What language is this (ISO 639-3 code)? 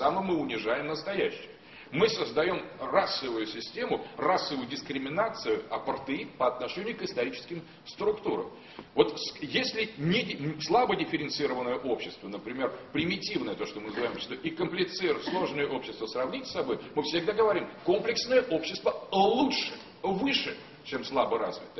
rus